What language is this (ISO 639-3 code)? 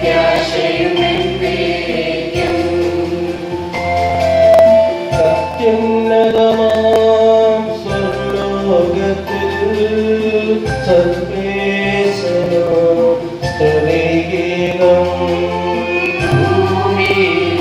mal